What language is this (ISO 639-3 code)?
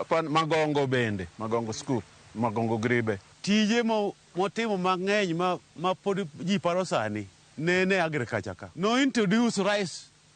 luo